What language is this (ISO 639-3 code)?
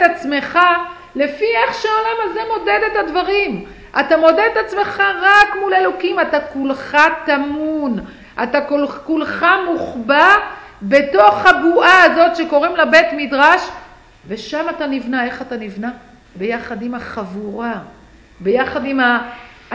heb